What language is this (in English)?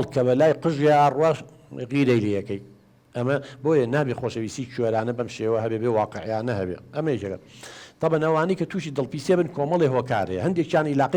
Central Kurdish